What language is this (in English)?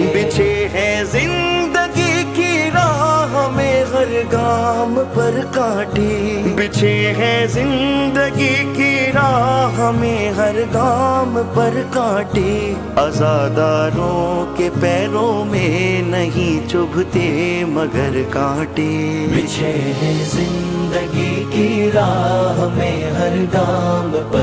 Urdu